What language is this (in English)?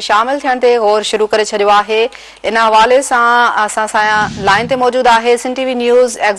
Sindhi